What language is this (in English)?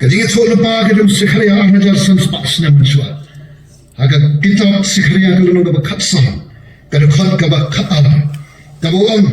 Khasi